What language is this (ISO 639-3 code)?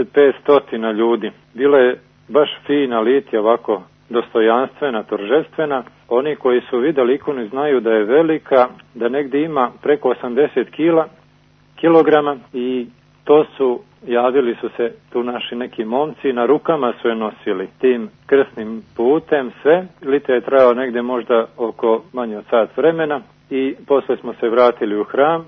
srp